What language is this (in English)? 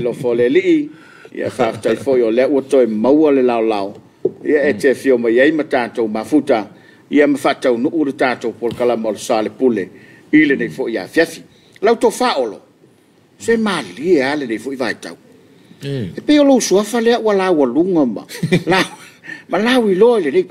Samoan